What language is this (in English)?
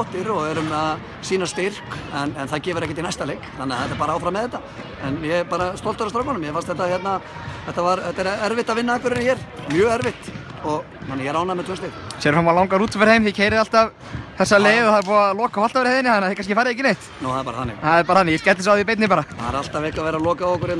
Icelandic